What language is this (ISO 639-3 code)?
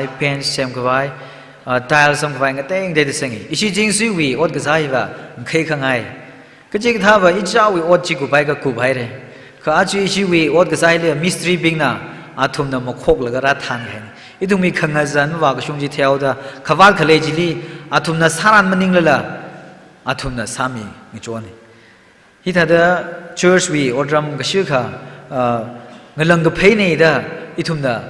nmf